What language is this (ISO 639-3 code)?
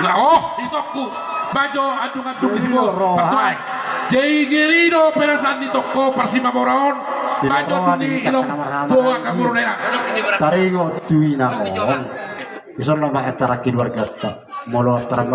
bbc